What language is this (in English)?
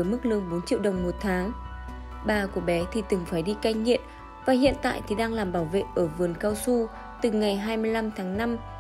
Vietnamese